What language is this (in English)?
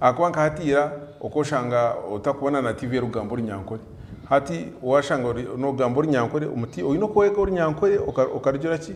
Nyankole